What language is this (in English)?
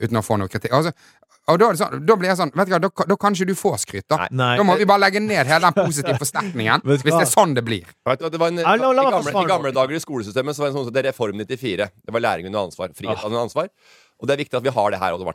Norwegian